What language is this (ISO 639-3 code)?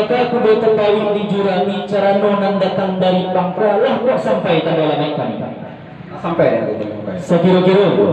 min